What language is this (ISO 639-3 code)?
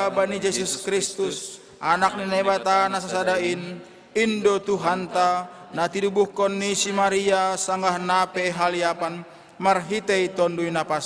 bts